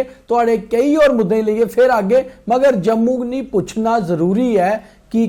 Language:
Dogri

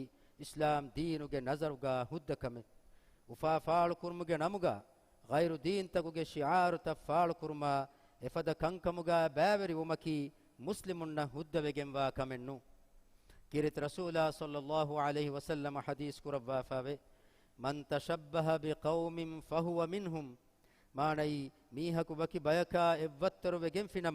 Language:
Divehi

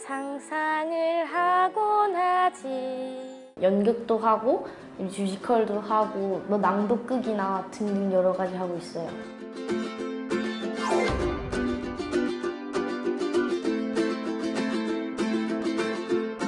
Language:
Korean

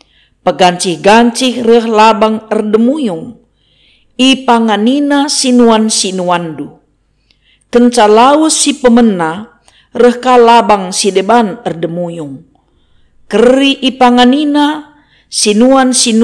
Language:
Batak Karo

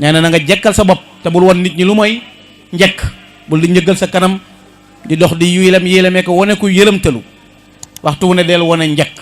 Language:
Wolof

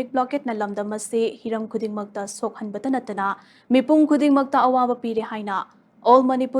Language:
Manipuri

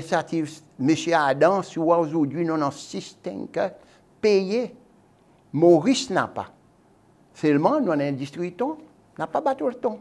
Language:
Seselwa Creole French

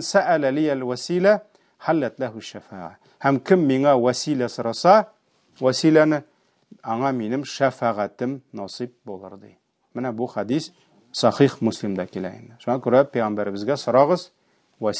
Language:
Tatar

